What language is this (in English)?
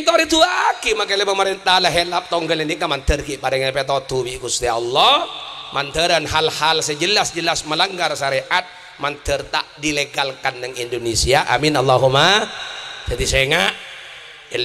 Madurese